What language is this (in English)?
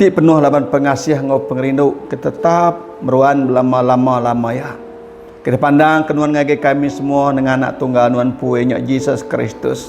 Iban